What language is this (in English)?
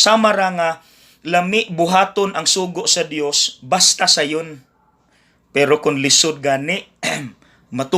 Cebuano